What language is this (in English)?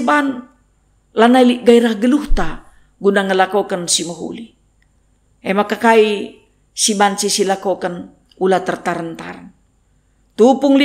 Batak Karo